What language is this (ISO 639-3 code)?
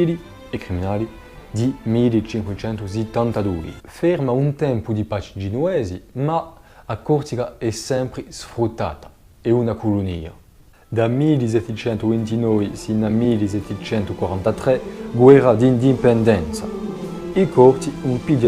cos